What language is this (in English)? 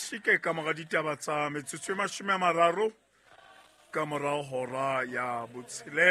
Southern Sotho